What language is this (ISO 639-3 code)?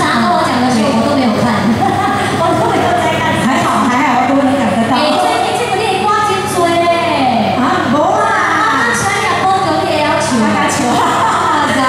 zho